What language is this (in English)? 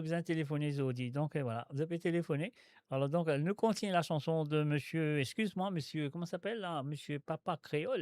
Morisyen